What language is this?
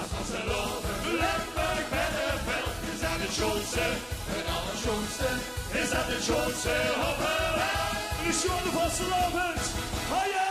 Limburgish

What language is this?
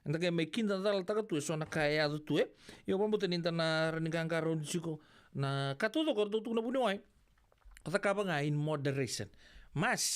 Fijian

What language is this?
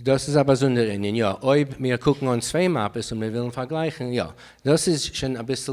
Yiddish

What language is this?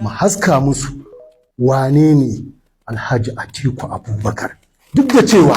Hausa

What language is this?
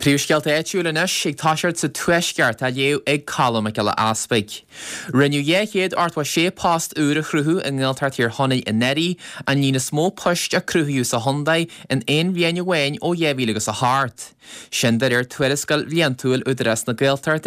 Irish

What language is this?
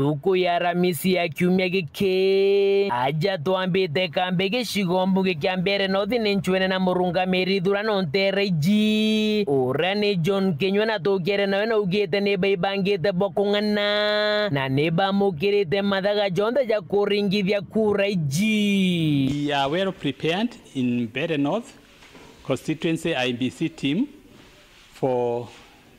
Meru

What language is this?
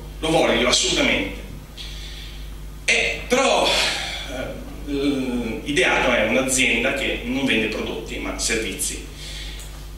Italian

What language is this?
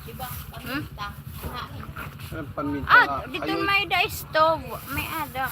Waray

